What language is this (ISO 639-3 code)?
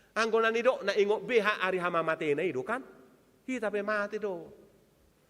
bbc